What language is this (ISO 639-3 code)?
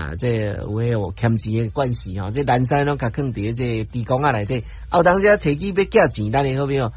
nan